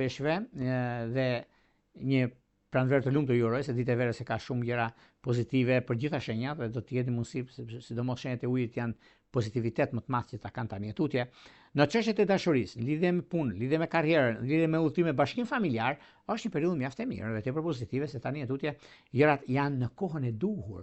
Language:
Albanian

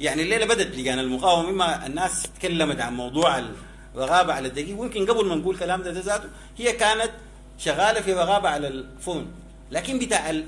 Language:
Sudanese Arabic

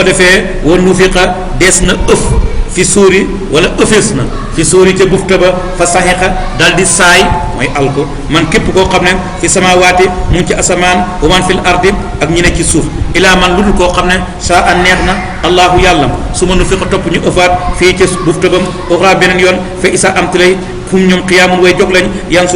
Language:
Wolof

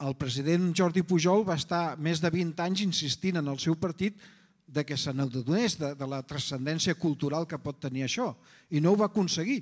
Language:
Catalan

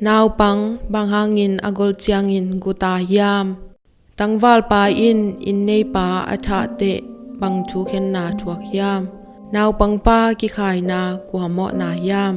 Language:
Tedim Chin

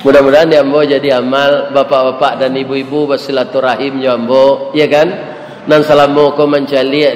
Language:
Minangkabau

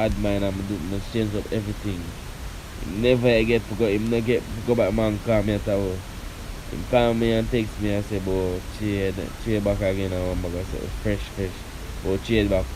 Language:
Jamaican Creole English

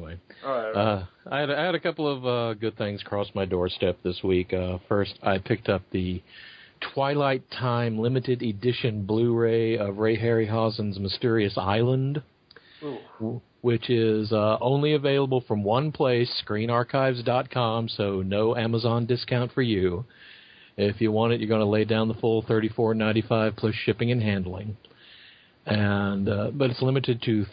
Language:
English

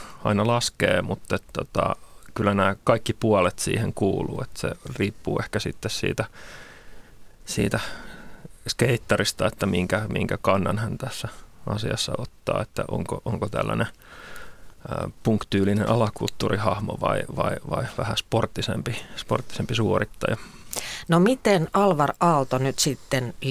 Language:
Finnish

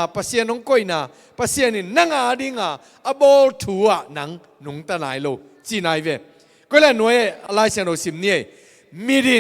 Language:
Tedim Chin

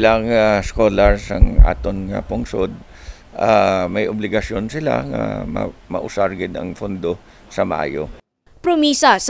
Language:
Hiligaynon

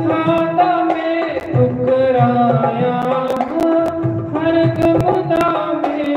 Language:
Dogri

